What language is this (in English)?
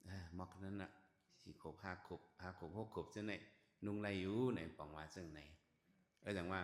Shan